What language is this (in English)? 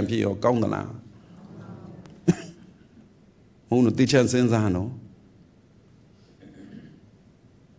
Burmese